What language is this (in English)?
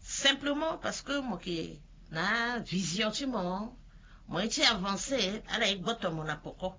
Sango